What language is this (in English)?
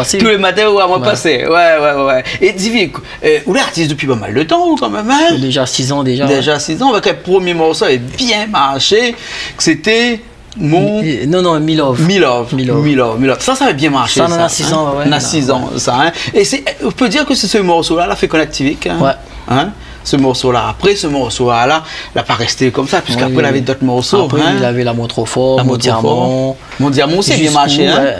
Réunion Creole French